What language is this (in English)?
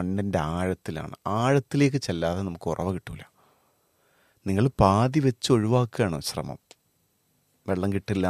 Malayalam